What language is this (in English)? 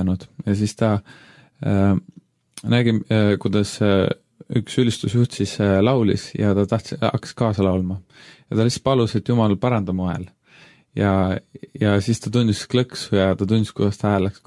Estonian